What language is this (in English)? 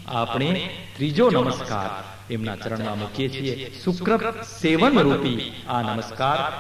Gujarati